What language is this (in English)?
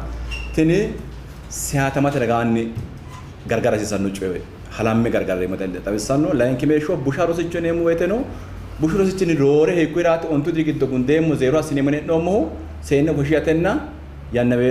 Sidamo